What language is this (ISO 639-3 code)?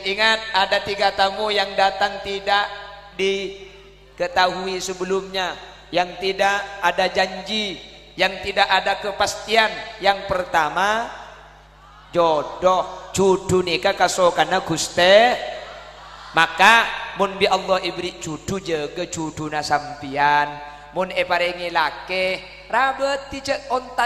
mad